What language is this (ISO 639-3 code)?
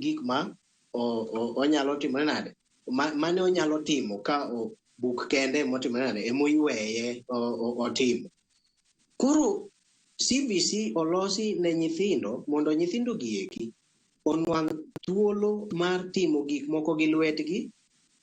luo